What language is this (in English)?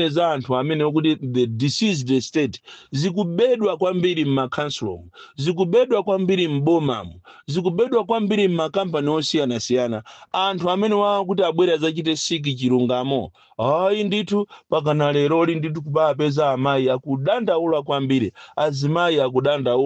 Nyanja